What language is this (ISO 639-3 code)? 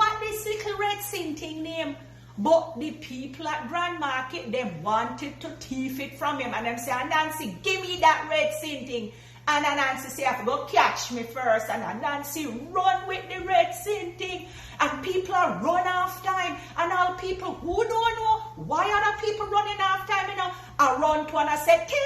jam